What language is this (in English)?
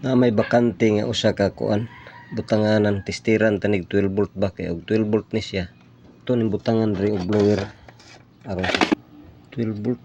Cebuano